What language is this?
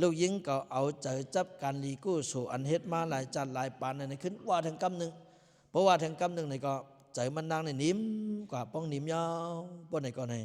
Lao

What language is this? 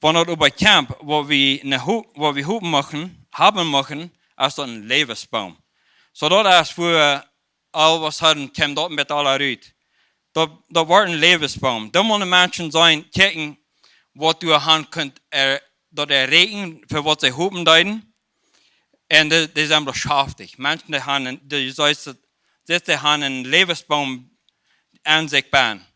Plautdietsch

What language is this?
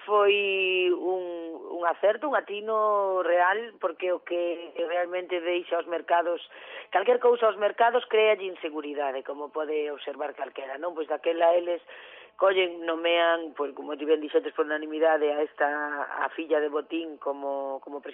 Galician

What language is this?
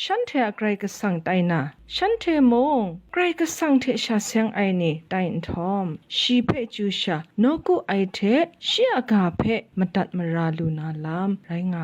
Kachin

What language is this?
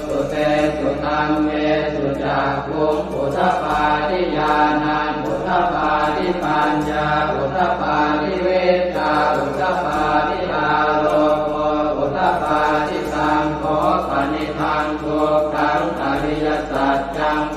Pali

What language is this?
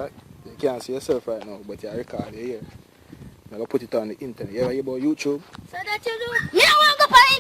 Jamaican Creole English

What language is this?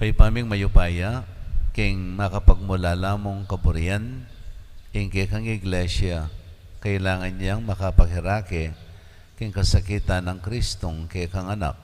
Pampanga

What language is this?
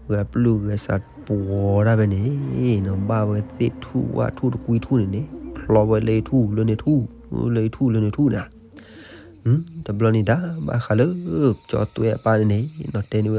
S'gaw Karen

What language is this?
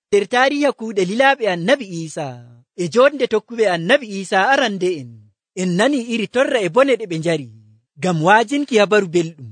Nigerian Fulfulde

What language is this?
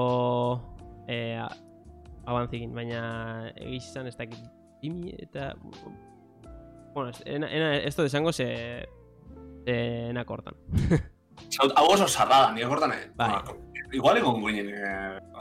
Basque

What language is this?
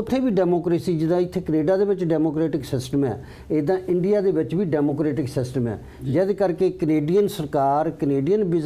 Punjabi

